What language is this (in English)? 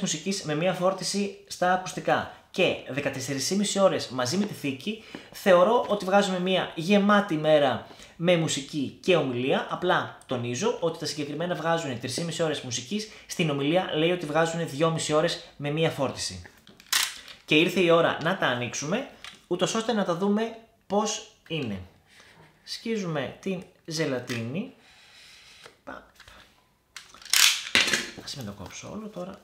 Greek